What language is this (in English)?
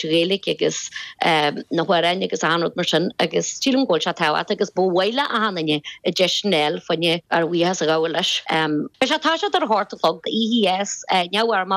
Irish